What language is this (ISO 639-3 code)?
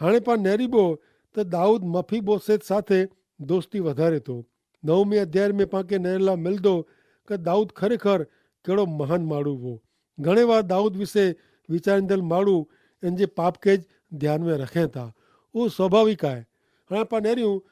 kfr